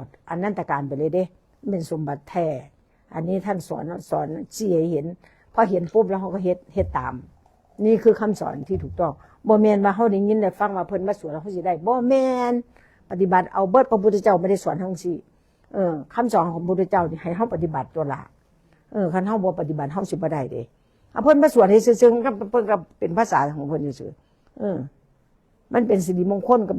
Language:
Northeastern Thai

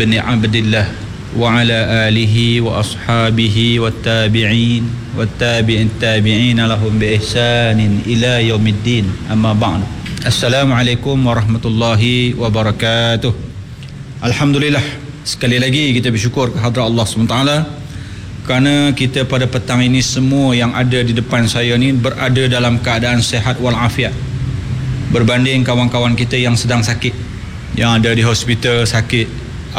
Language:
Malay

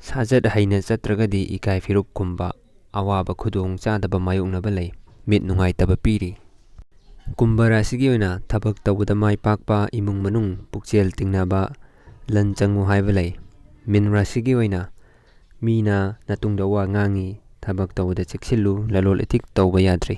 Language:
Manipuri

